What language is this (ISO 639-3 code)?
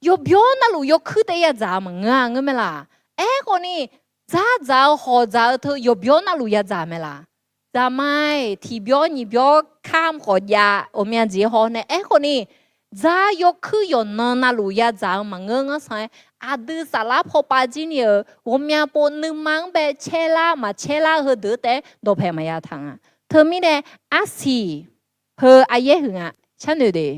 ahk